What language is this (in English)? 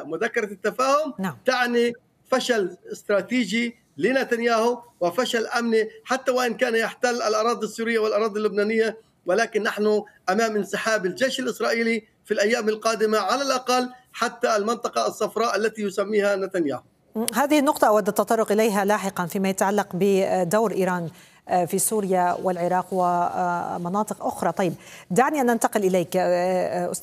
Arabic